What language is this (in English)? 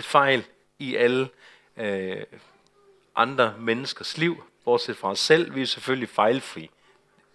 Danish